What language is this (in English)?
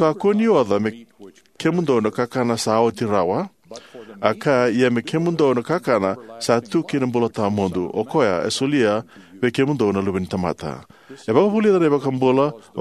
Fijian